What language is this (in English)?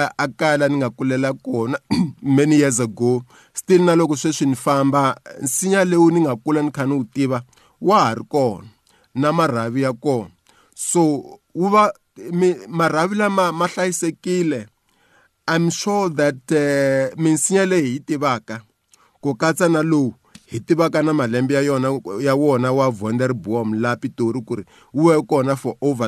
Tsonga